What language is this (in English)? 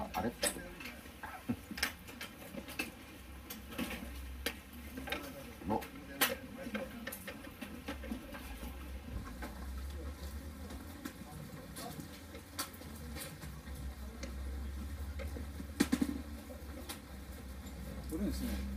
Japanese